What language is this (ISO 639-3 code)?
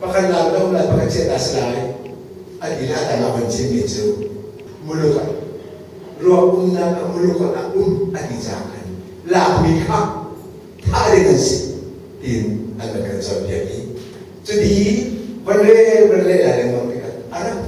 cnh